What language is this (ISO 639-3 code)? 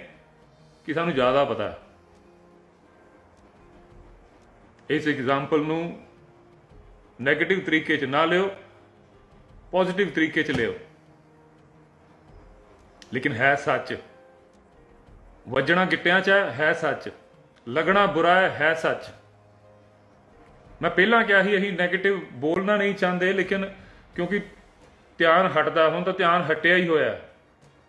pan